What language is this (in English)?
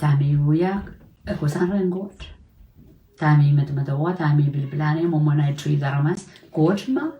Pohnpeian